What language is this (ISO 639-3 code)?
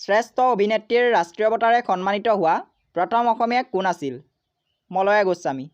asm